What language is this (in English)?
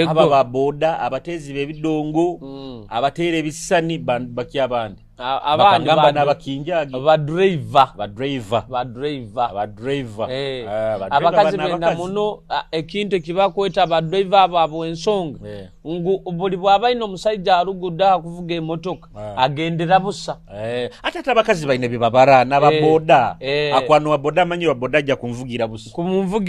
Nyoro